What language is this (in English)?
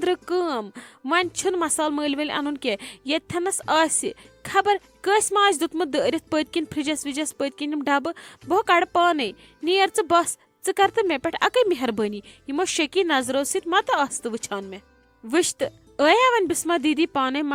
Kashmiri